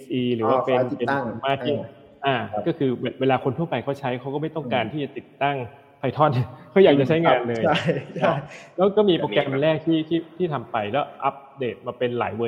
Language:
Thai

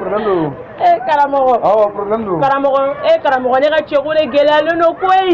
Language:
Bambara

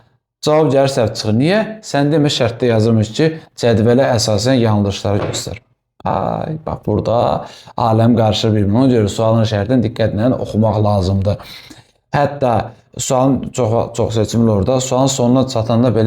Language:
Azerbaijani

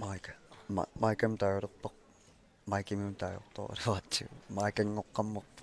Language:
Kalaallisut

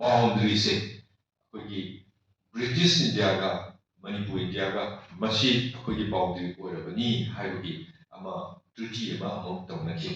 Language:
Manipuri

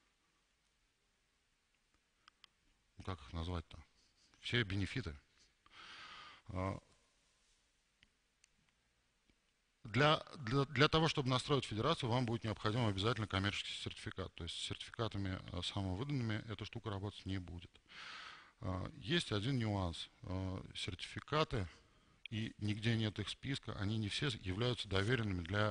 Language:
Russian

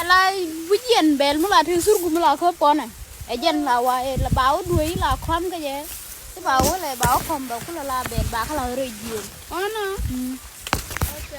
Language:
Nuer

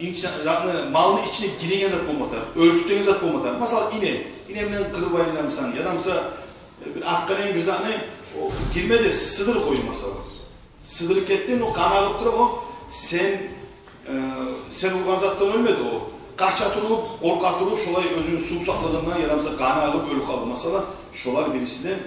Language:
Kumyk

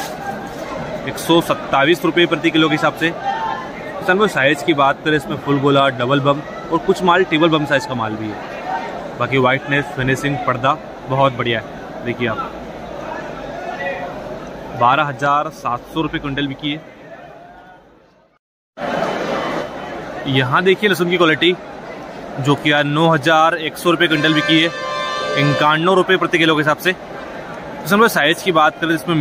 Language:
Hindi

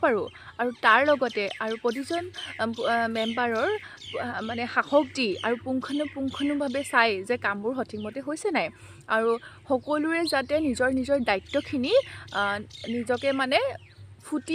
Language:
Assamese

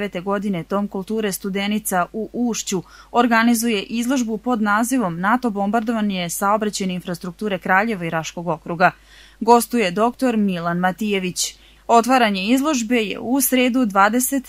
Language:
Serbian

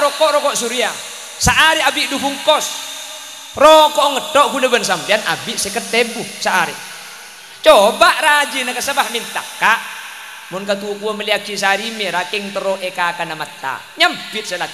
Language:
Madurese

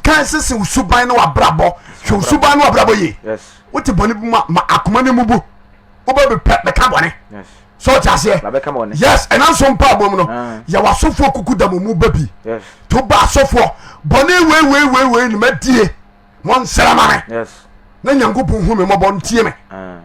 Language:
Akan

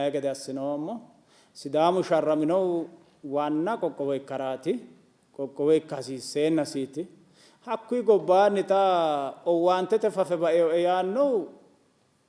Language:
Sidamo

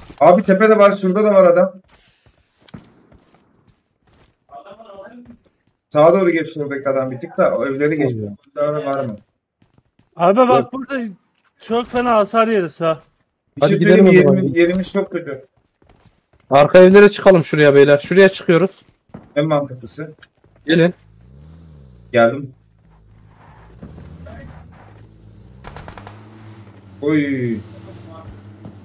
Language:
Turkish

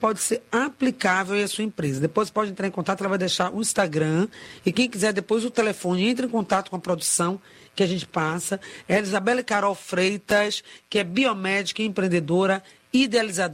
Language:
Portuguese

